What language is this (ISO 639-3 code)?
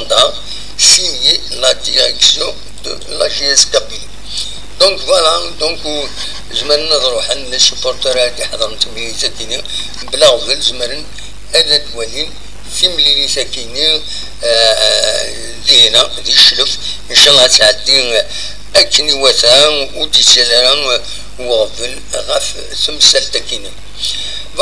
kab